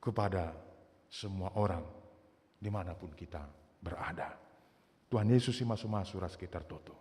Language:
Batak Karo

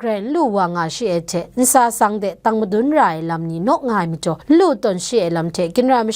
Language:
Kachin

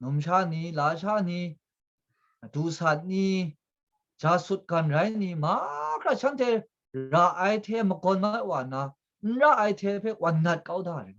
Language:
Kachin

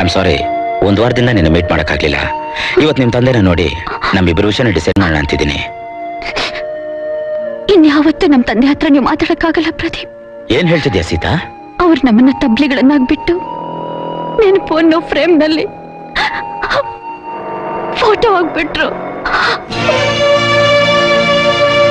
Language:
Kannada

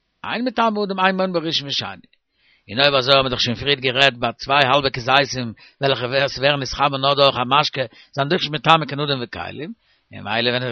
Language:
Yiddish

